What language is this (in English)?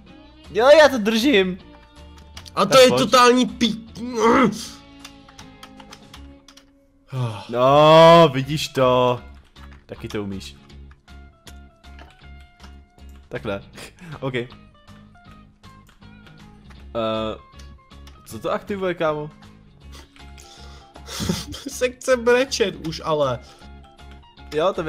Czech